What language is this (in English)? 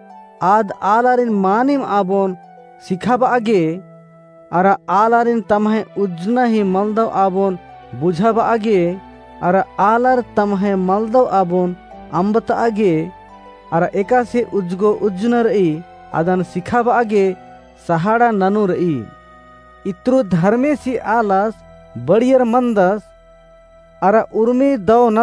Kurukh